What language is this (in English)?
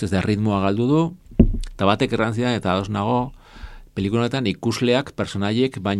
Basque